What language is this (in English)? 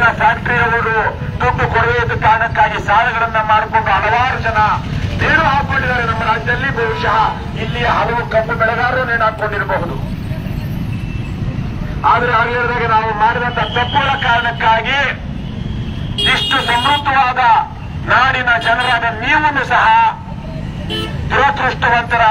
Kannada